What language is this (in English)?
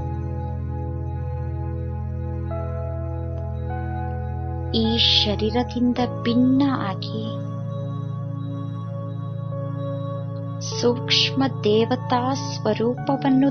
Kannada